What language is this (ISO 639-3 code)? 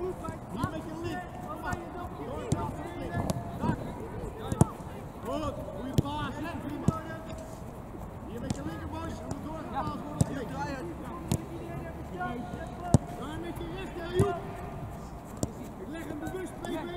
nld